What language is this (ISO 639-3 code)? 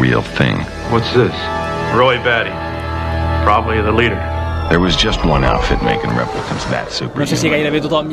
cat